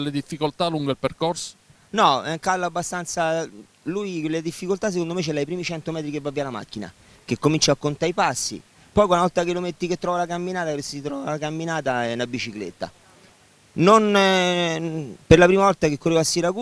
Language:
Italian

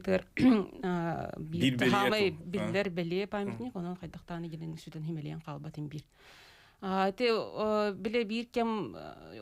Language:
Yakut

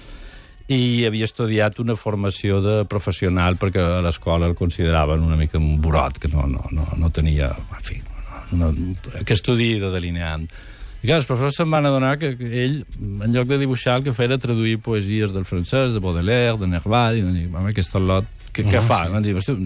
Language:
Catalan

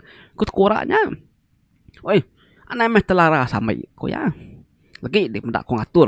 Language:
Iban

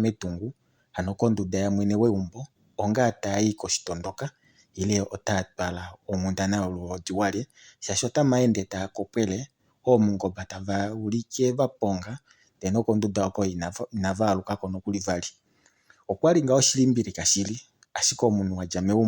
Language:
Kuanyama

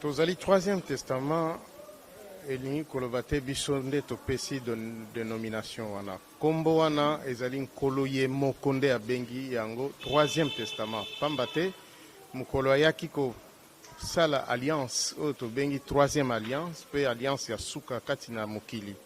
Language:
Lingala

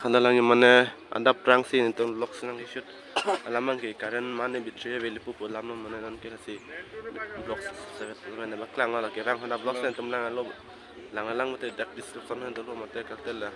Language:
Karbi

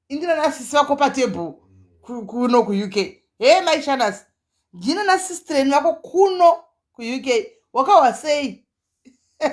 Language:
Shona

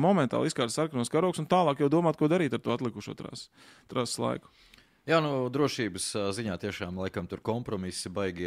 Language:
Latvian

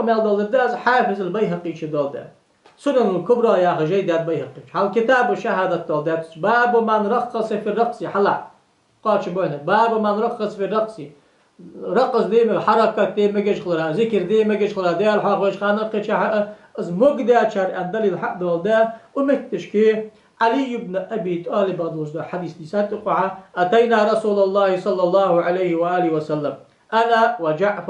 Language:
Ingush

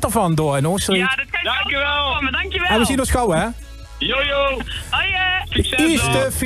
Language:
Limburgish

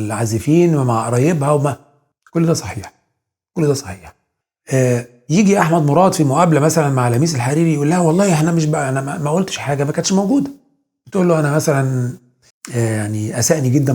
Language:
Egyptian Arabic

